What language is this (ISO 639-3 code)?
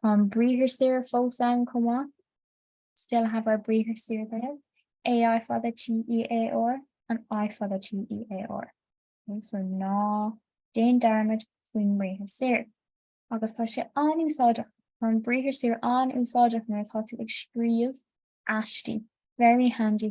gle